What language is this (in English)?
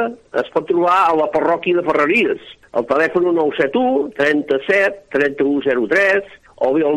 Catalan